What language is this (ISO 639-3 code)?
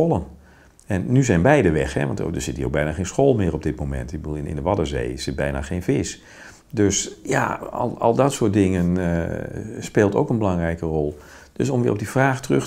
nld